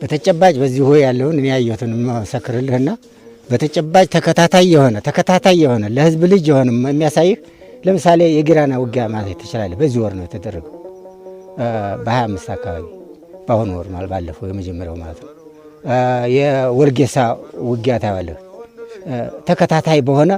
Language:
Amharic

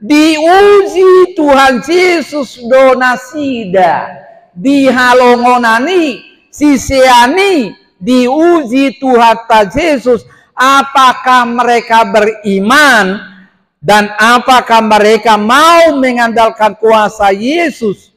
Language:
Batak Toba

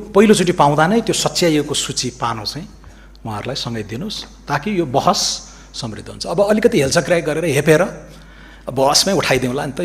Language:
Nepali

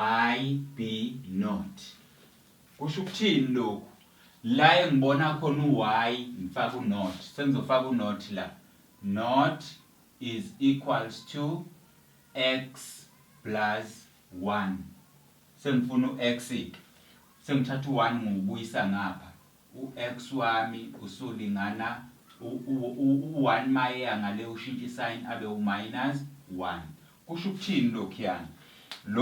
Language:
Zulu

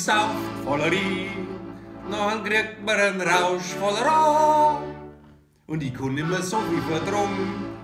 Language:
Bavarian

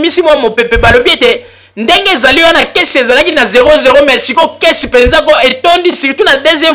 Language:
Lingala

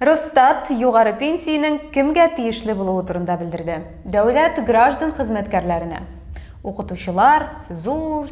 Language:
Tatar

